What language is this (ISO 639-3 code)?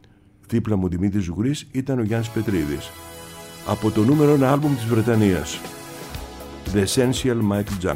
ell